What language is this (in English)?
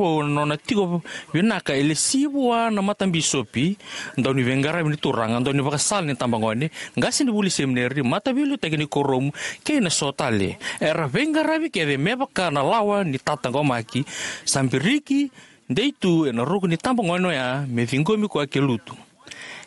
Fijian